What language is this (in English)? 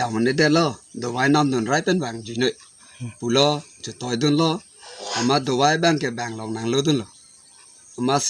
Karbi